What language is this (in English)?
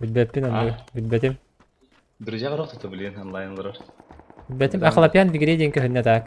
Yakut